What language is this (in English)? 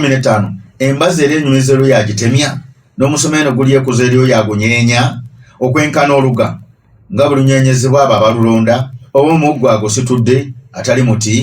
Ganda